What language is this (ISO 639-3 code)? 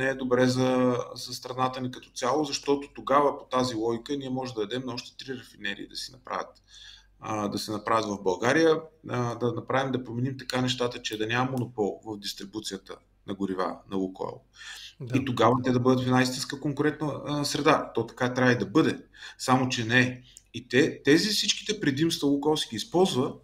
bul